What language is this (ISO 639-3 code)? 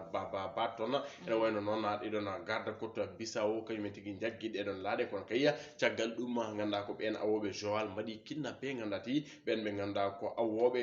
ful